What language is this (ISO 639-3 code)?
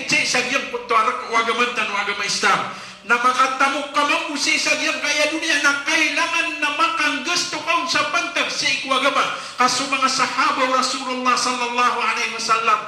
mrw